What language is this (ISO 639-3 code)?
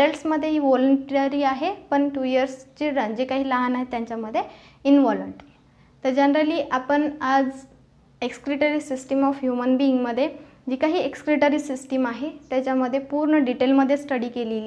mar